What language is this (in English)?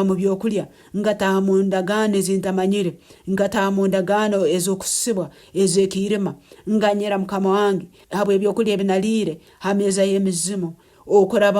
Nyankole